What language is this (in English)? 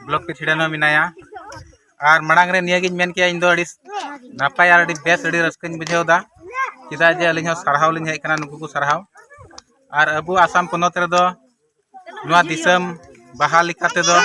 Santali